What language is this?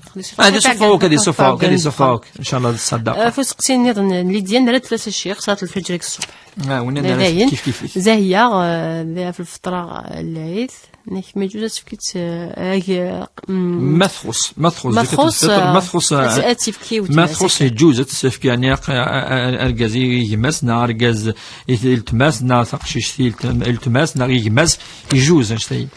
Kabyle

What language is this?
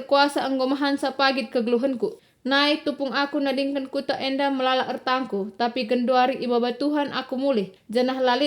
Batak Karo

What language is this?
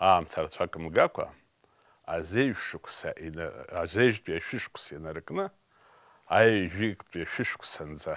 Abkhazian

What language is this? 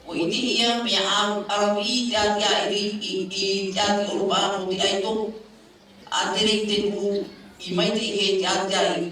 Tahitian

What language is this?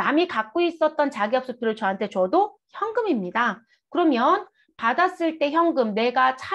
Korean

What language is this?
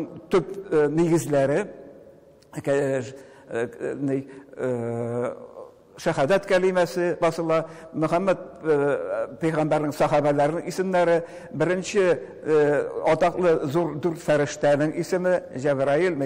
Tatar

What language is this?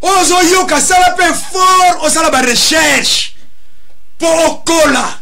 Lingala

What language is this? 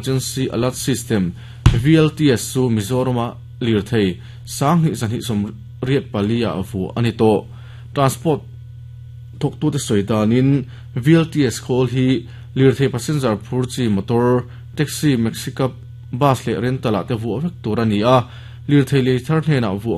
Mizo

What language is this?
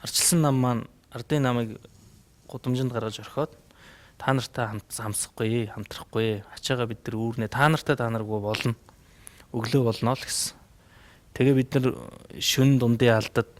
Mongolian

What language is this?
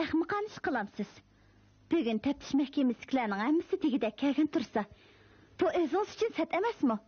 Uyghur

